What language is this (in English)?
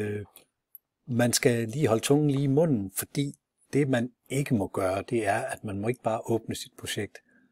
Danish